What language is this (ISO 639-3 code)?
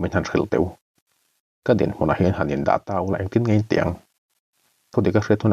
lus